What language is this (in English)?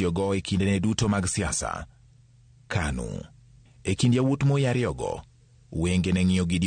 Luo (Kenya and Tanzania)